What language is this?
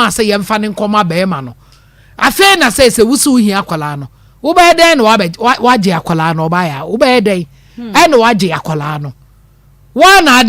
Akan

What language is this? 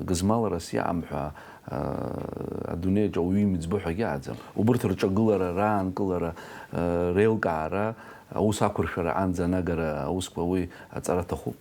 Abkhazian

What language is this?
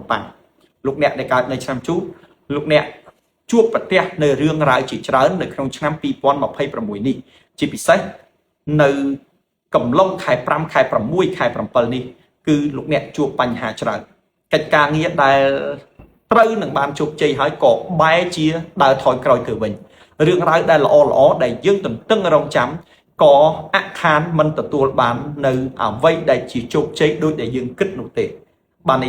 Khmer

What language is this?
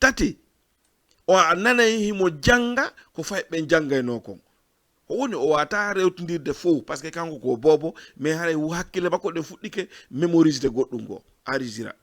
Fula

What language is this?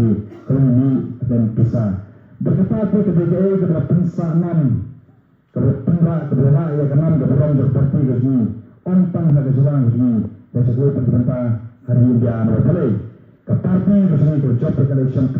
Khasi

